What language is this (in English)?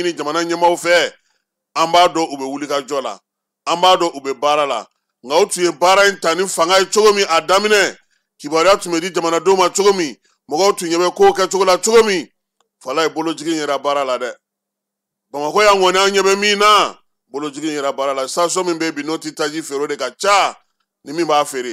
Bambara